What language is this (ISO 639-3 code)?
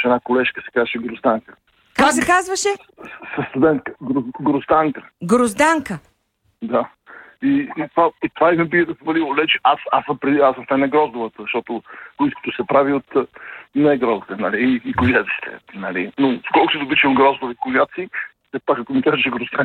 bul